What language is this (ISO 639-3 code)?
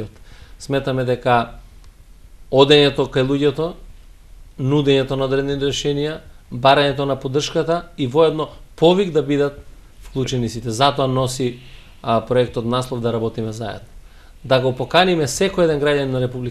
mkd